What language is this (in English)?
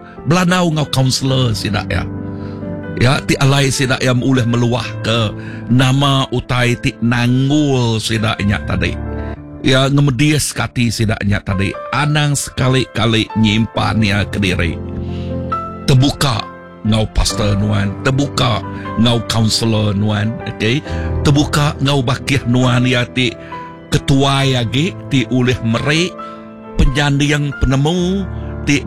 Iban